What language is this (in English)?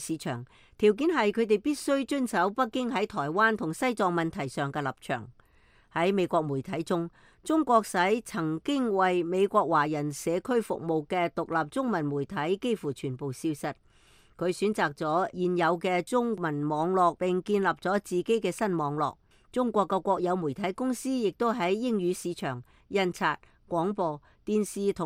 Cantonese